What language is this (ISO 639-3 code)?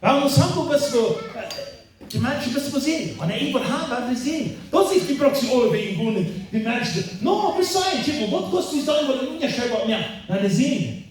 pdt